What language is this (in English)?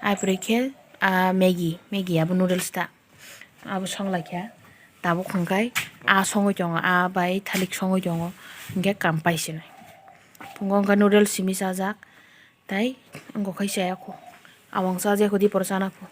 Kok Borok